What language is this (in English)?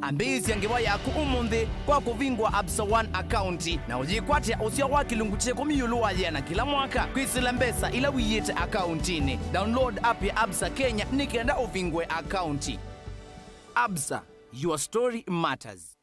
Kamba